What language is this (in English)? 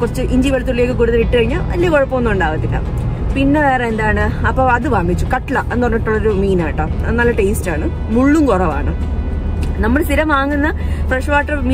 Malayalam